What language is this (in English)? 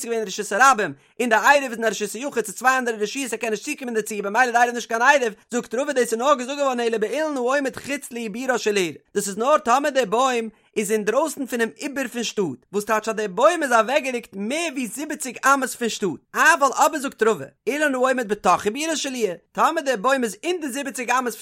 Yiddish